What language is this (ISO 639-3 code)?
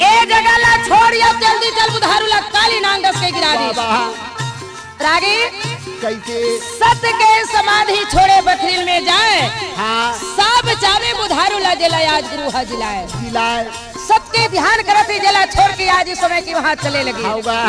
hne